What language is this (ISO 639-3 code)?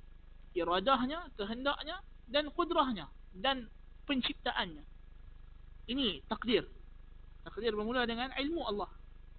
msa